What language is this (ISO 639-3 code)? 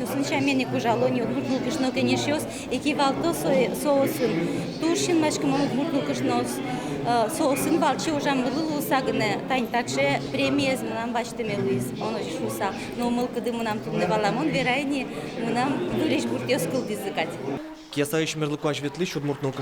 udm